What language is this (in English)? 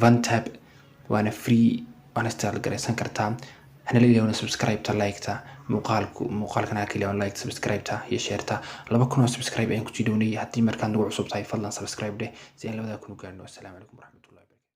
Somali